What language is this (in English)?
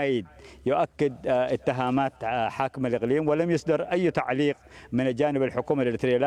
Arabic